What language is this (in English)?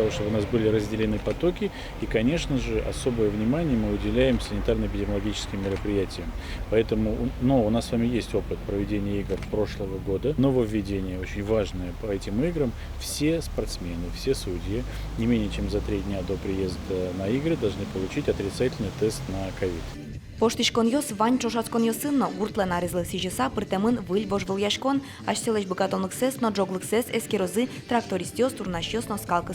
Udmurt